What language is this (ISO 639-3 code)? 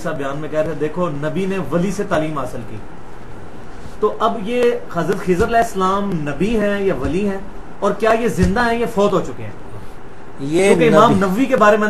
urd